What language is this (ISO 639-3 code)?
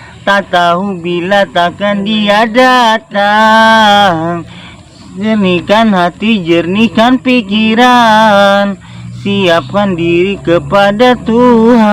bjn